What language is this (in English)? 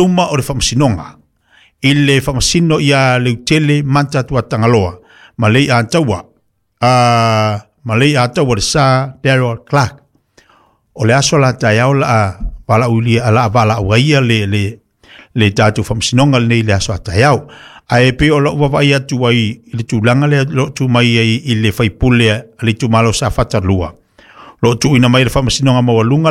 Samoan